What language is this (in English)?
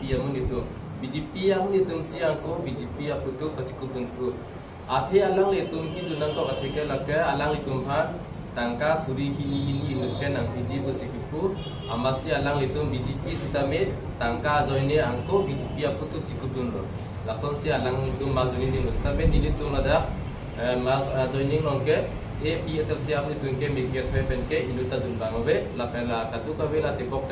Karbi